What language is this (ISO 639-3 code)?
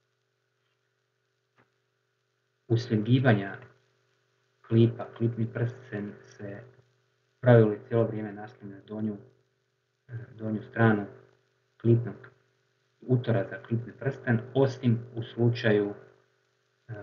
hrv